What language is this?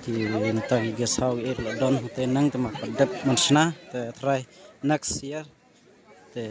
Khasi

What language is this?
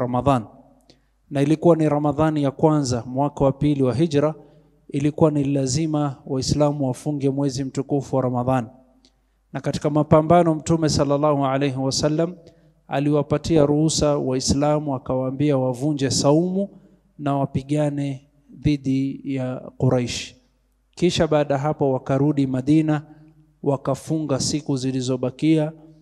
Swahili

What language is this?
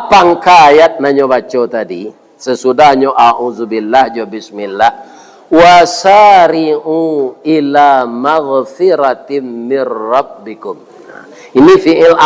Minangkabau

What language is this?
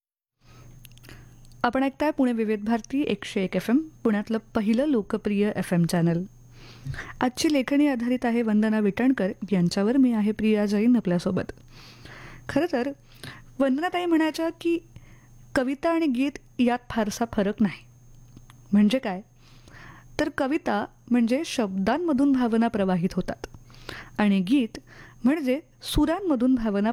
Marathi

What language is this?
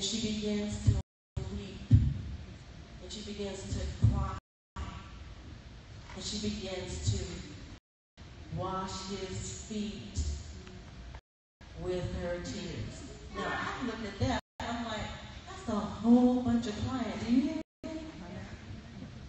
English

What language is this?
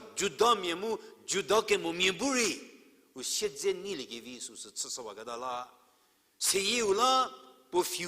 Angami Naga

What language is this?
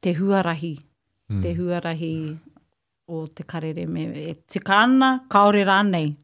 Māori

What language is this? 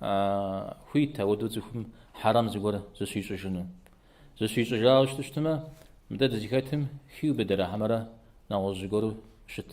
Kabardian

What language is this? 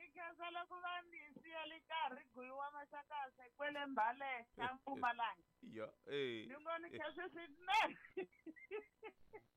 Tsonga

